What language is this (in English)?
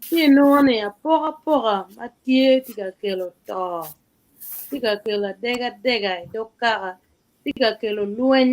Acoli